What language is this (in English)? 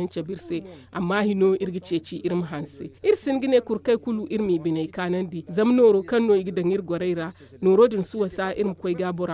Zarma